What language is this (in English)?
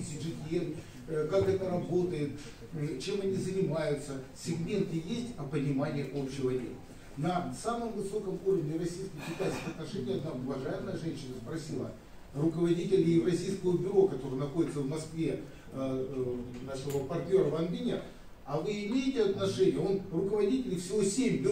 Russian